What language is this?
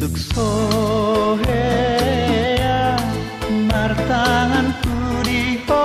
Batak Toba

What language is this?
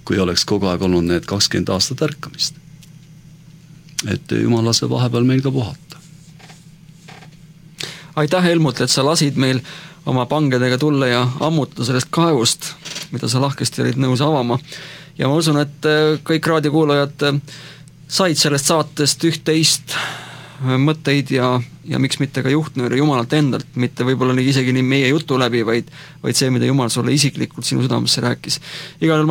Estonian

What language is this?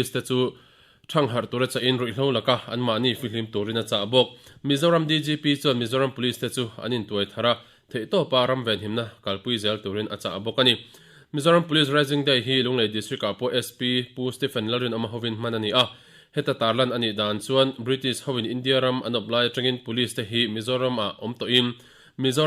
Mizo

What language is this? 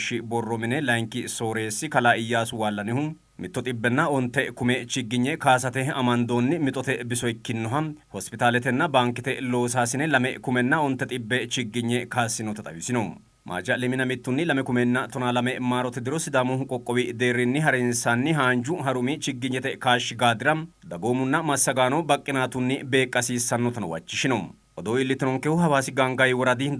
Sidamo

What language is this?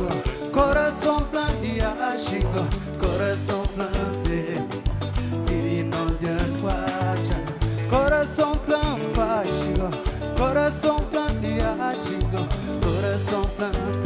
Kabuverdianu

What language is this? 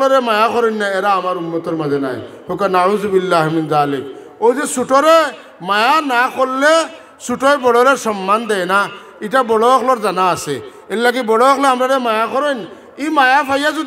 Sylheti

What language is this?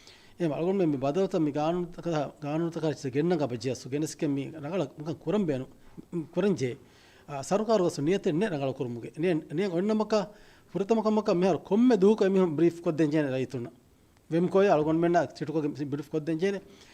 Divehi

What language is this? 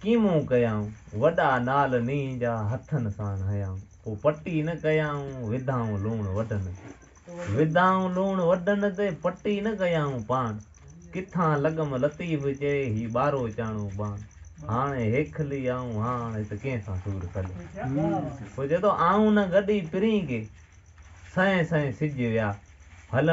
Sindhi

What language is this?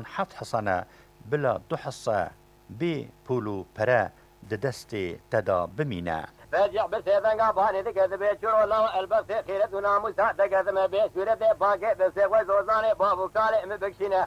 Kurdish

